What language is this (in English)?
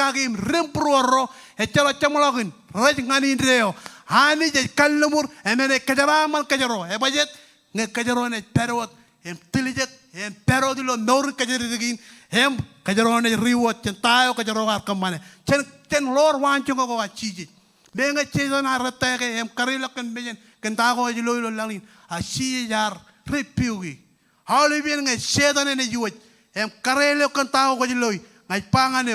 Marshallese